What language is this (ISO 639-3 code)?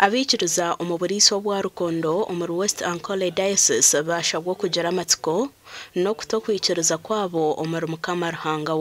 nyn